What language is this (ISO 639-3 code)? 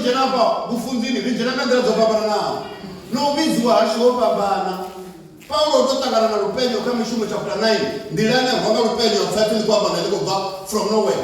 ven